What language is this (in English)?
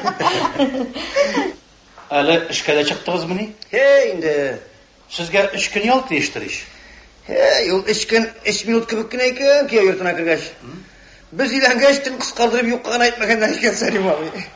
Tatar